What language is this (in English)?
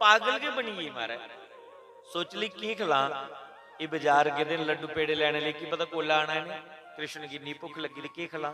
Dogri